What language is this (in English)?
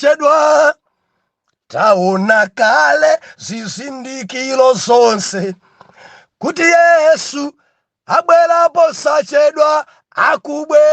Nyanja